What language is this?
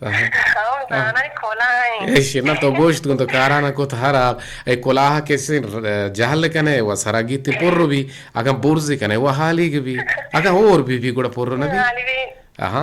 Eastern Balochi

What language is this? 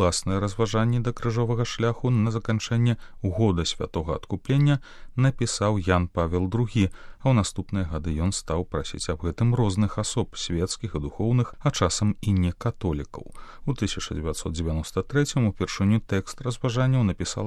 Belarusian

